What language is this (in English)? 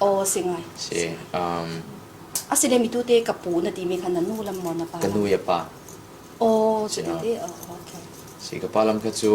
Falam Chin